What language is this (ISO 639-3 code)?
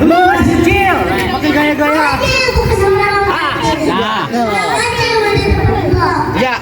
bew